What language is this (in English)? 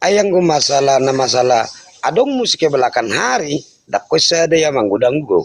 Batak Toba